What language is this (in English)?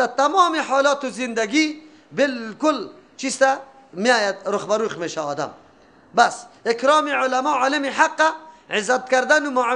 Persian